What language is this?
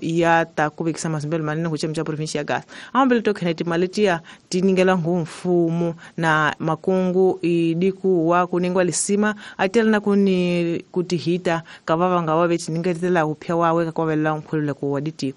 Tsonga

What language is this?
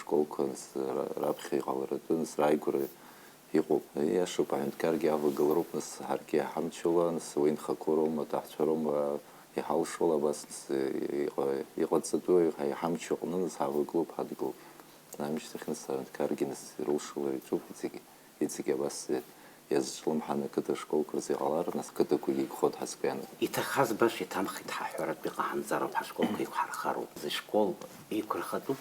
Abkhazian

